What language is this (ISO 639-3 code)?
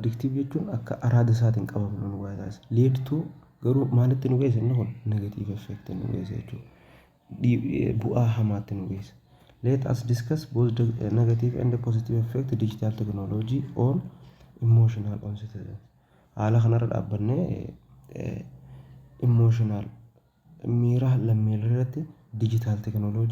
orm